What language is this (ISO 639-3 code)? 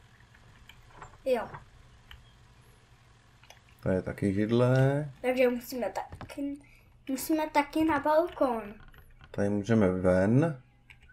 ces